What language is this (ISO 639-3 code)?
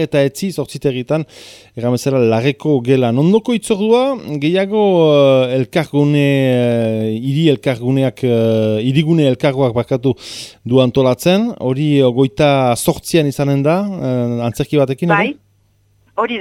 eus